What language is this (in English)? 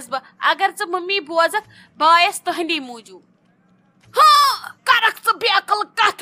Kashmiri